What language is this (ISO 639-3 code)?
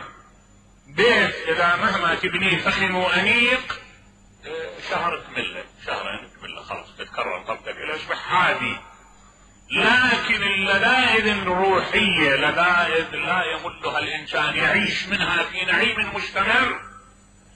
acm